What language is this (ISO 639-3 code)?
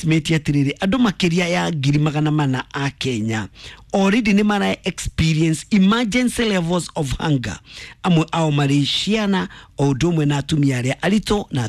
kik